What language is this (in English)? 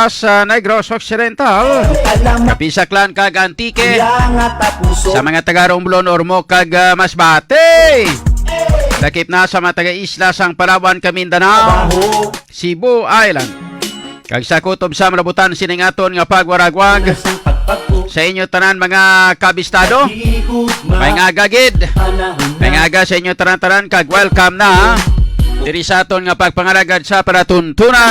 Hiligaynon